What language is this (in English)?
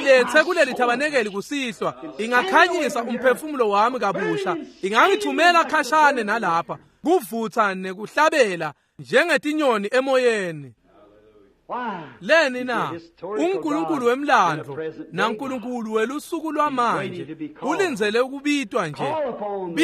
Swati